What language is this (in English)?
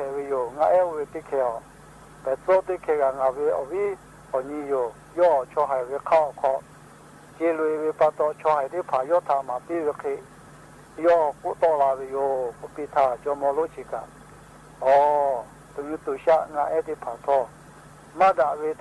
Lahu